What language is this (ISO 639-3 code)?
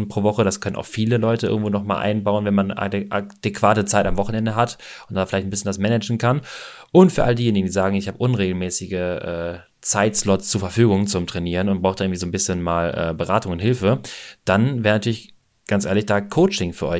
deu